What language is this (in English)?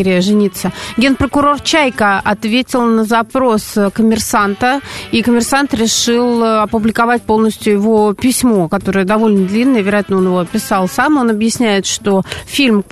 Russian